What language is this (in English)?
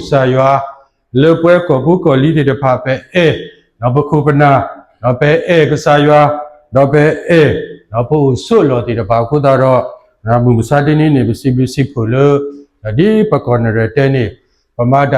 S'gaw Karen